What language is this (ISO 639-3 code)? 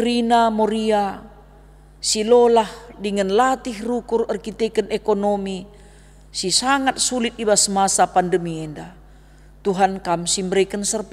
btx